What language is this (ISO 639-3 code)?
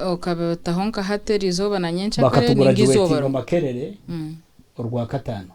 nyn